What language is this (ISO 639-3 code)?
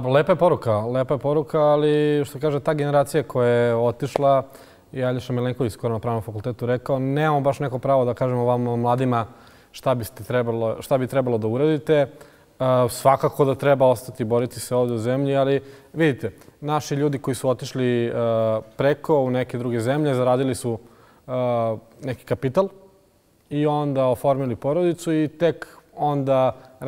bos